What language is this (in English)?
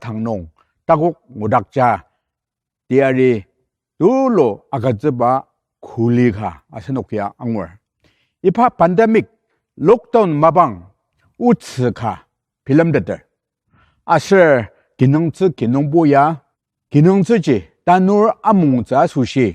Ao Naga